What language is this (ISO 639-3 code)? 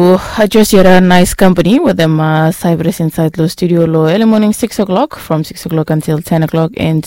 bis